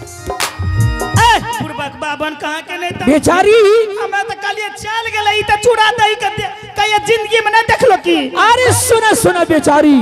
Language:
Angika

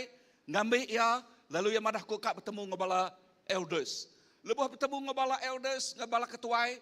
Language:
Iban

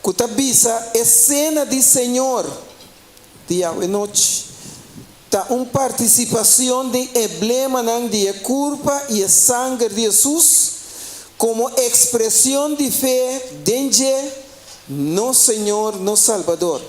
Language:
Papiamento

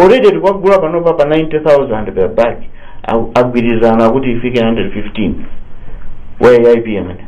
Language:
Nyanja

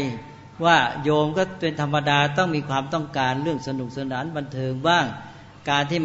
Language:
Thai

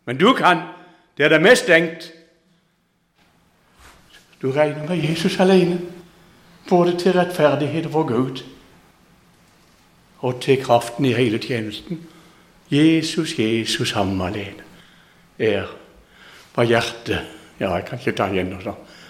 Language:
Norwegian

